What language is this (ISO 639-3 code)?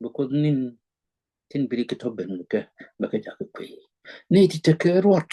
nus